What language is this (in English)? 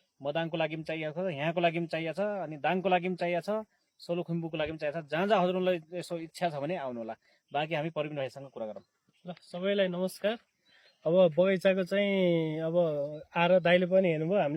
Nepali